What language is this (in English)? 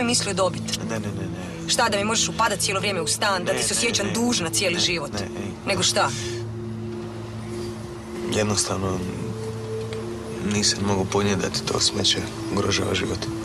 Croatian